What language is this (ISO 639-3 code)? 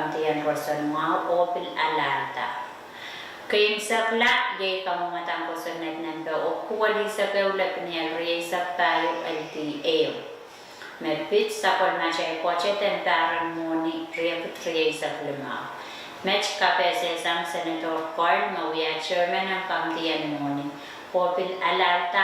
pon